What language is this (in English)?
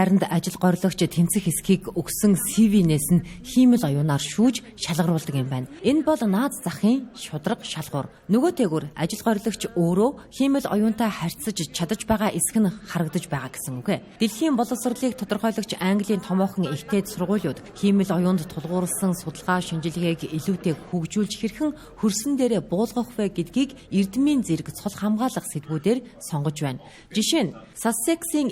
Mongolian